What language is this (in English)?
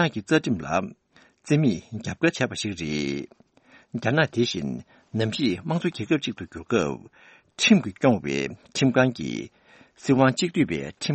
Tibetan